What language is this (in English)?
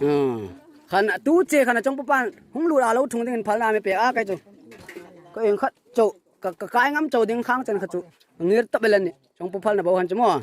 Hmar